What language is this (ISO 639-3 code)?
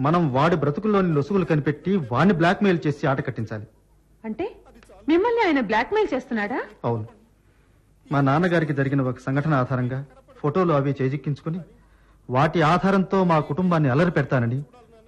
tel